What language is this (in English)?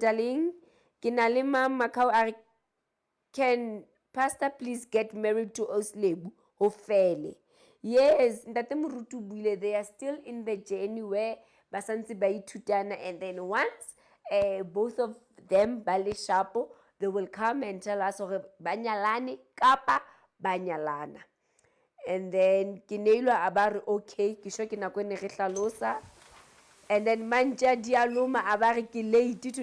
Southern Sotho